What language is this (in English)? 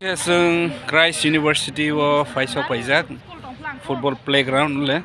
Kok Borok